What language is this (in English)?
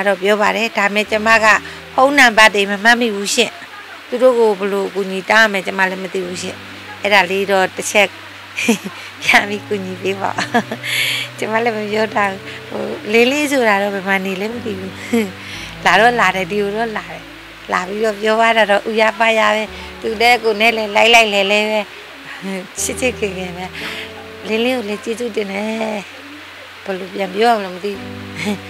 Burmese